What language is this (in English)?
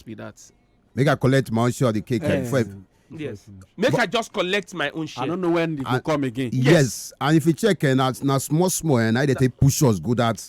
Nigerian Pidgin